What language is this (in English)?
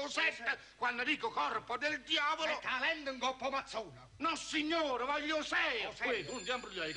Neapolitan